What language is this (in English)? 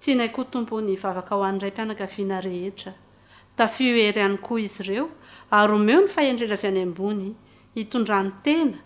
Malagasy